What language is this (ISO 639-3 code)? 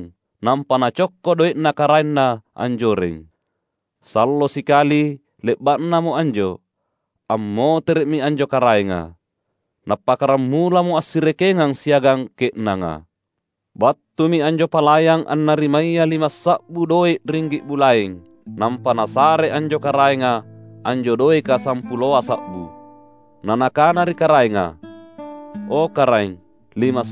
mak